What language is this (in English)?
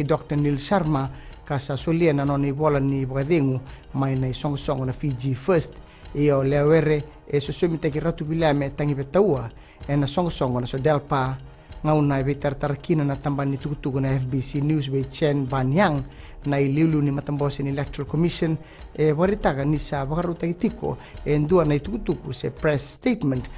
Fijian